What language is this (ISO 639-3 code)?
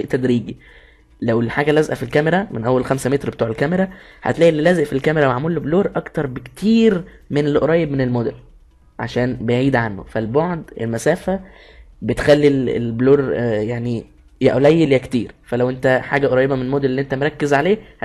arz